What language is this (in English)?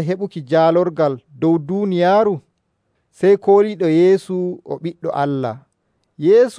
Nigerian Fulfulde